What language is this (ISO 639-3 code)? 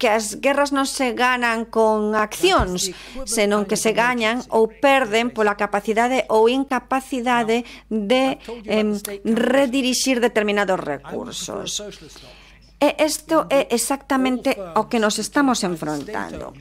glg